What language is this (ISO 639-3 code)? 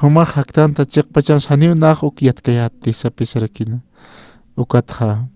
aym